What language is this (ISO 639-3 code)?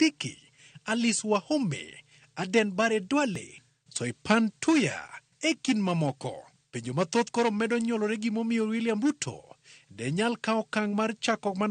luo